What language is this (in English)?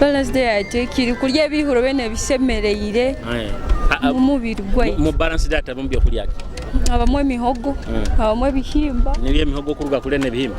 Nyoro